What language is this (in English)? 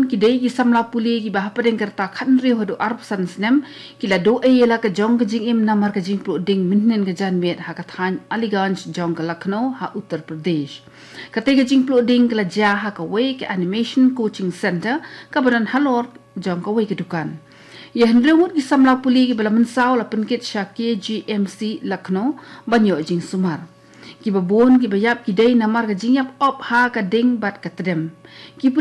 Khasi